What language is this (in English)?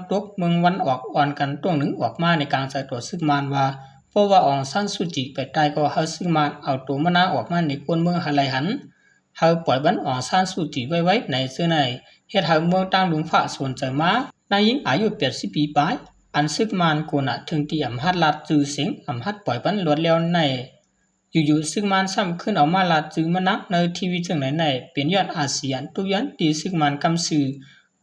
Shan